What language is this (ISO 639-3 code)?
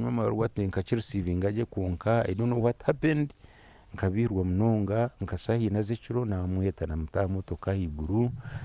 nyn